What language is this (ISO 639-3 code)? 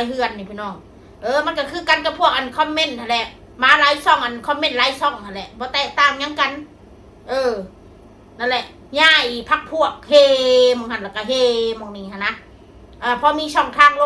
tts